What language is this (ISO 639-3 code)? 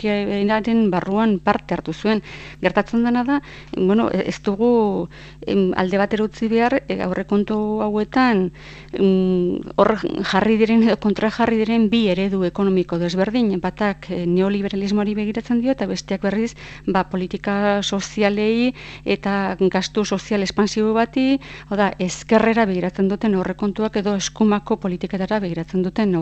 eus